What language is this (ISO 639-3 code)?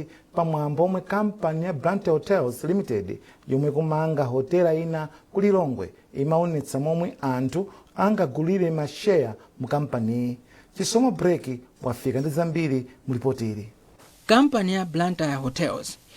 nya